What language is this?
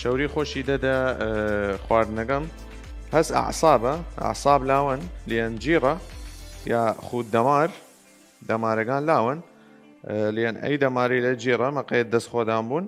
Southern Kurdish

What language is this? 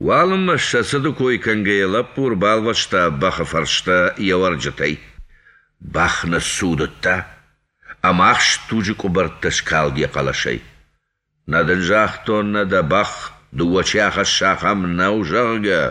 Ossetic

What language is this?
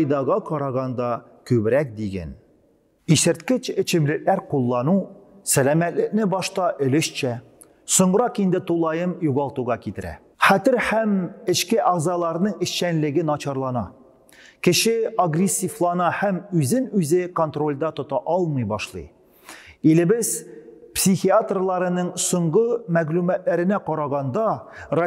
Tatar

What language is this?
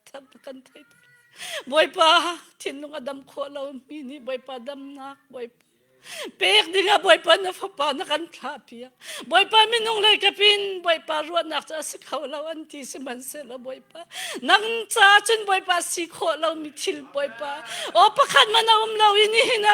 Hakha Chin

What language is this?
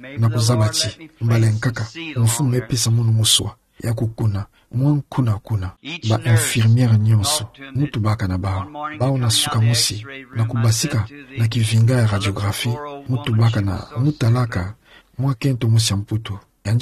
Kituba (Democratic Republic of Congo)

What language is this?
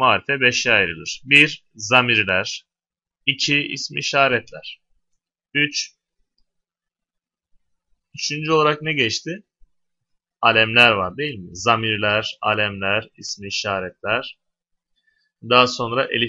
Turkish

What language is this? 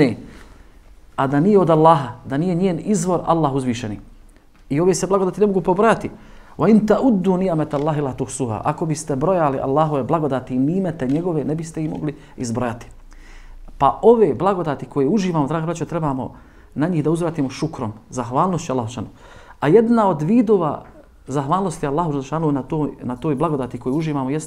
Bosnian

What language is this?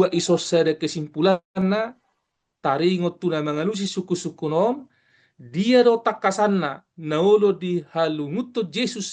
Batak Toba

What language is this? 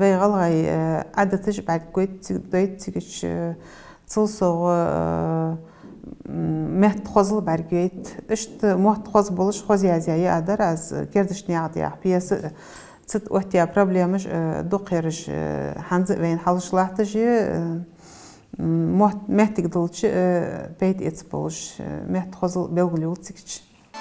Ingush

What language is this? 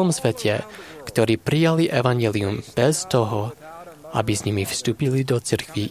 Slovak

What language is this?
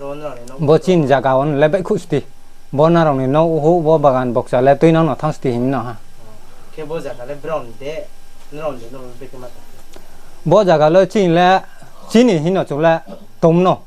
Riang (India)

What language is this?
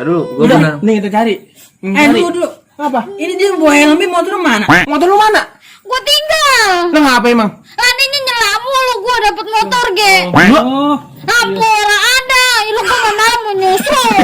Betawi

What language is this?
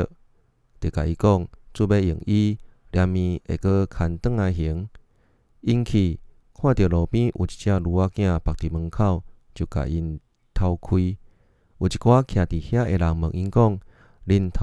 Min Nan Chinese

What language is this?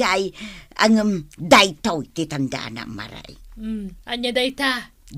Iloko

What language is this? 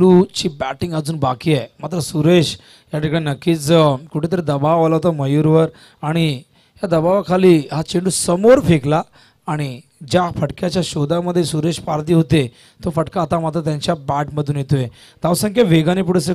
Marathi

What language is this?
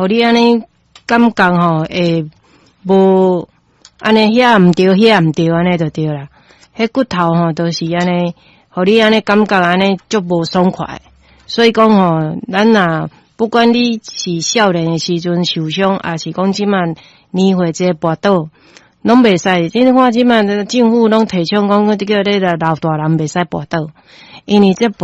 Min Nan Chinese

